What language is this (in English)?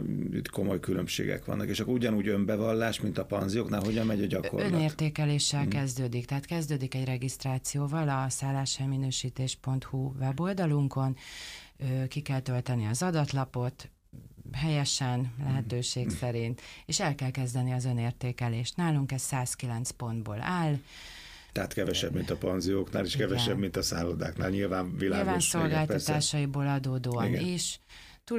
Hungarian